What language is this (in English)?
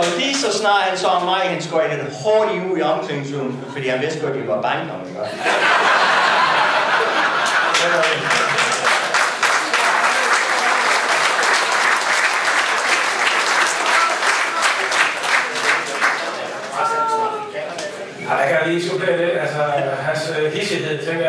Danish